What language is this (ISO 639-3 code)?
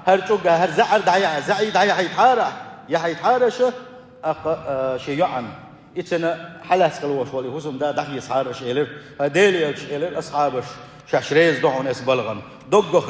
che